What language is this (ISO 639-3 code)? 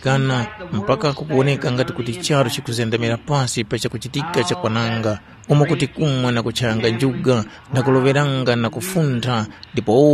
tum